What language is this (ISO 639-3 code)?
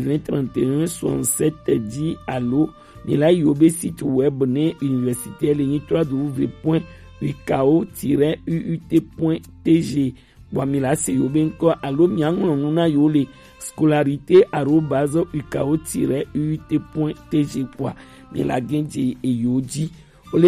gej